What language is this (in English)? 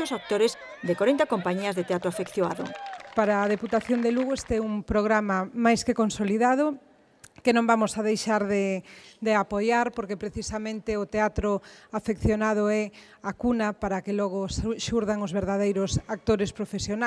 Galician